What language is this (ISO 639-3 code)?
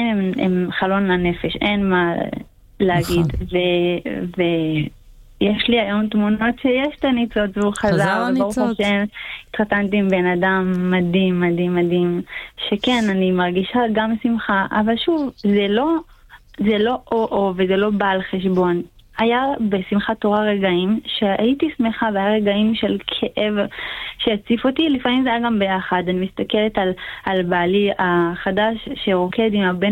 heb